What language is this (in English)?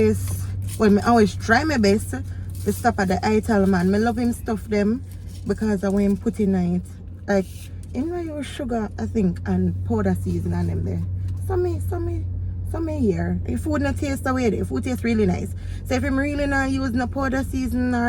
Jamaican Creole English